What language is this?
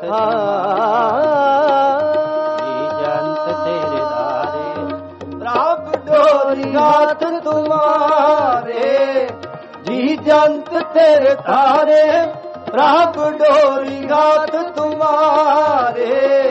Punjabi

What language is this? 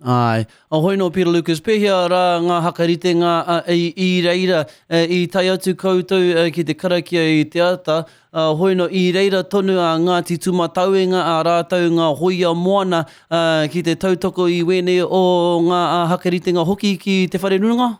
Māori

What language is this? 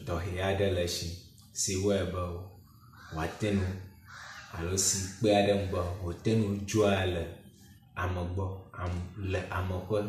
Ewe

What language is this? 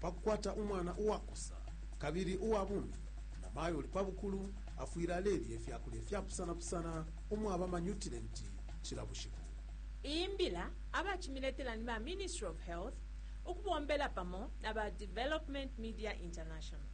Bemba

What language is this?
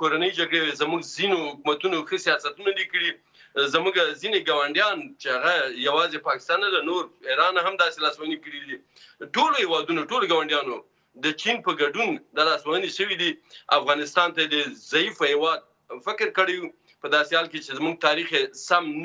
Pashto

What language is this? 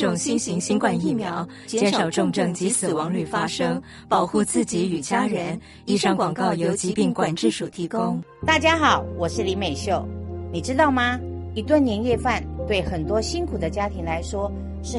Chinese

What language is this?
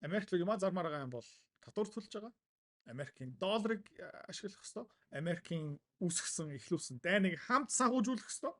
Mongolian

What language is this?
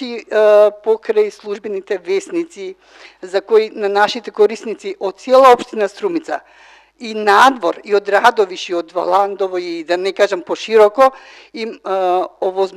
Macedonian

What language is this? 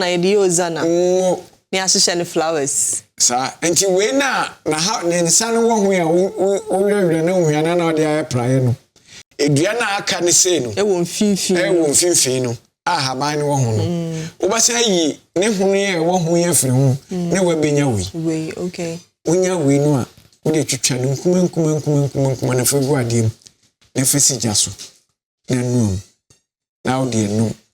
Akan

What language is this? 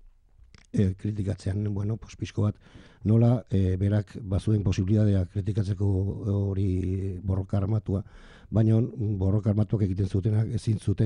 Basque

